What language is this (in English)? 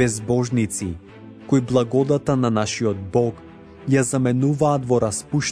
Macedonian